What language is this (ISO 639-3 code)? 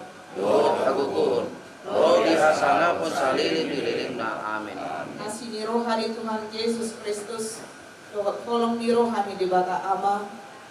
bbc